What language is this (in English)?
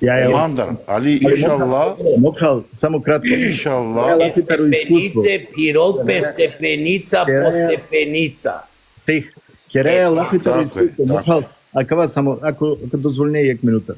Balkan Romani